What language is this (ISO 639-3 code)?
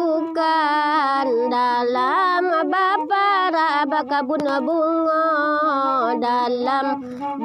min